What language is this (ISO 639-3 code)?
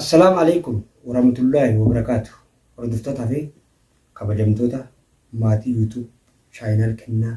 orm